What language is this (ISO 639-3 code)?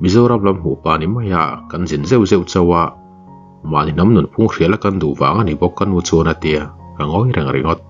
lus